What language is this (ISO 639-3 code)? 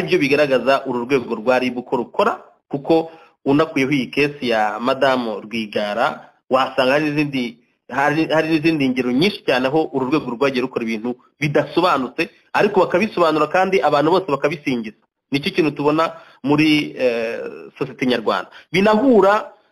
kin